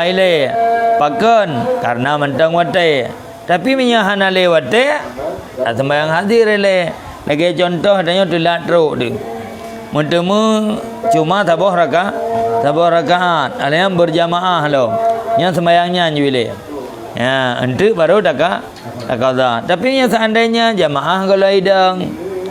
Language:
Achinese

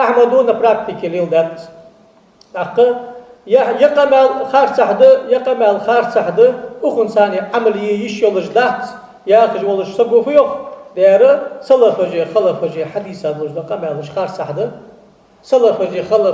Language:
Ingush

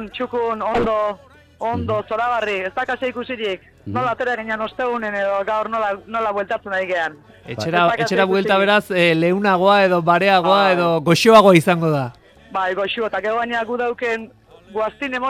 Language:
Basque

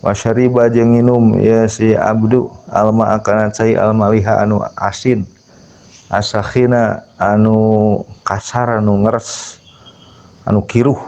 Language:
Sundanese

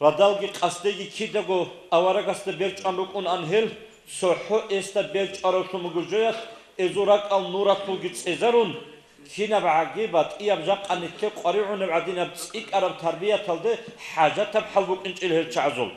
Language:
Avaric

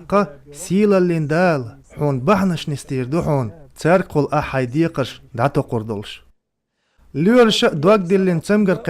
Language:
Chechen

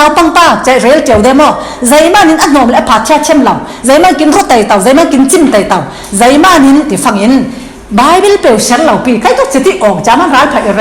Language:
Falam Chin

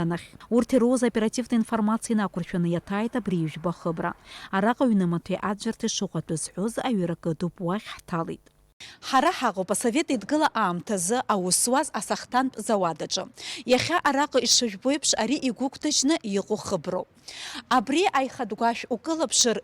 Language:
Abkhazian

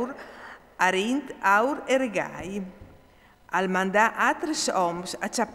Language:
Friulian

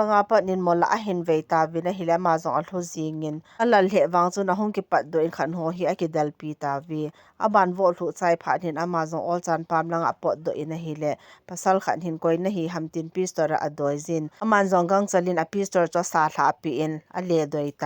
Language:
Thado Chin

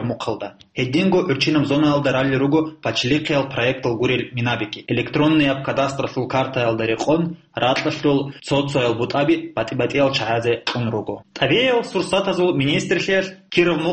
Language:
Avaric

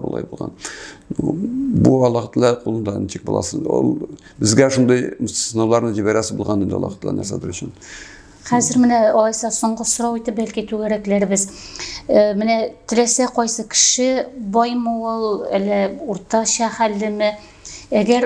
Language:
Tatar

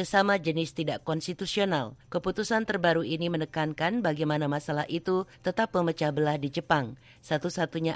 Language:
Indonesian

